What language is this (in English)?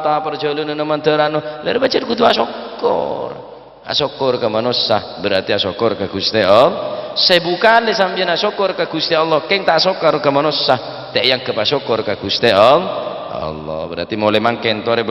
Madurese